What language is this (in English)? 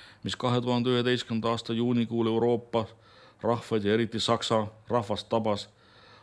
Estonian